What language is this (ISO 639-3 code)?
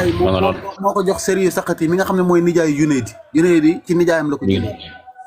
wol